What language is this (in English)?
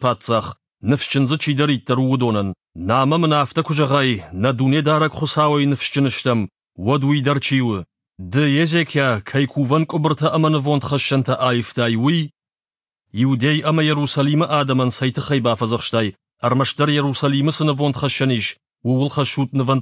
Ossetic